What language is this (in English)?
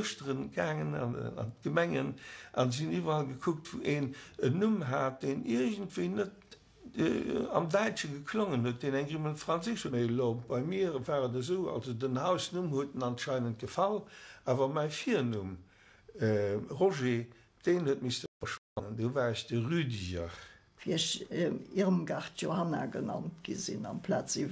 Luxembourgish